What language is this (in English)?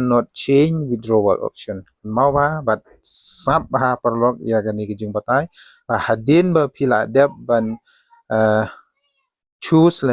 Khasi